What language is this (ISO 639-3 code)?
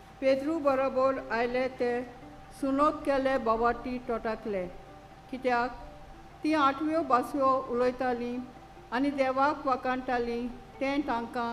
kok